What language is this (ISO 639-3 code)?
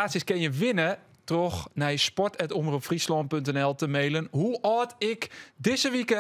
fry